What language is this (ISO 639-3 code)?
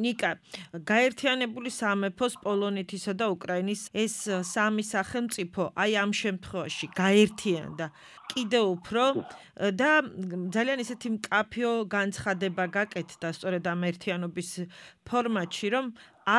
kat